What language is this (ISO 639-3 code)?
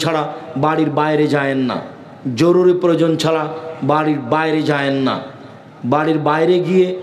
ben